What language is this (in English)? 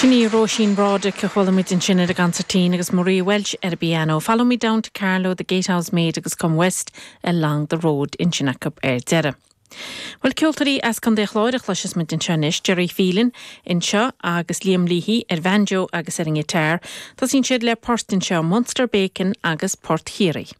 Irish